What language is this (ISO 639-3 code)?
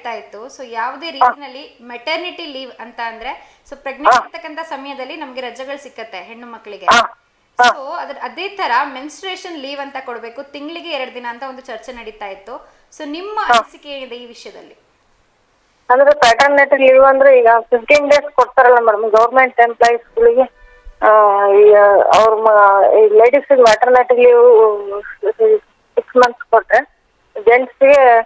kan